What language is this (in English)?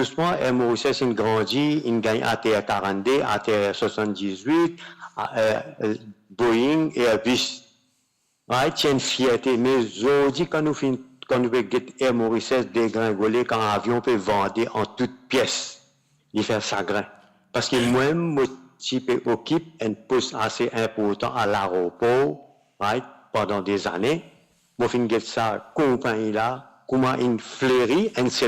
Morisyen